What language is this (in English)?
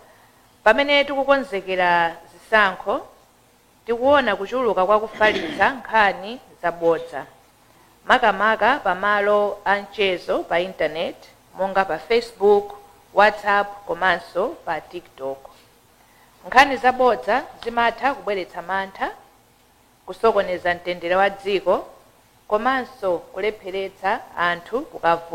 Nyanja